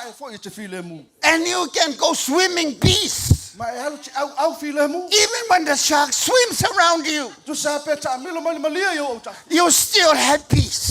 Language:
Samoan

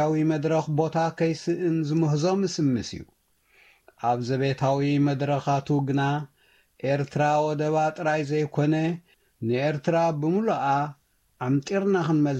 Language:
Tigrinya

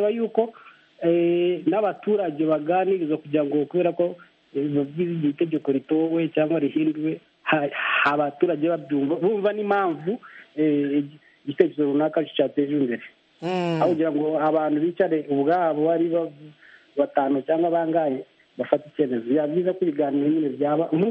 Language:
Kinyarwanda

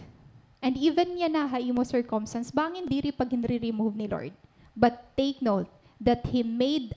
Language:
Waray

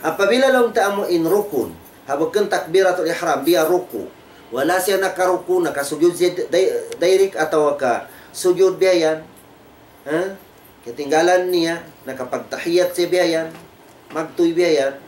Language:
Tausug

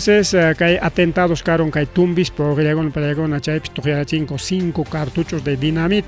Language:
Ayacucho Quechua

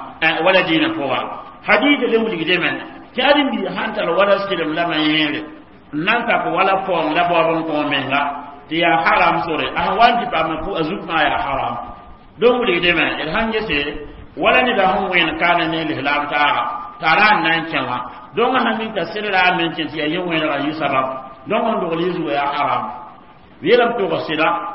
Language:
Mossi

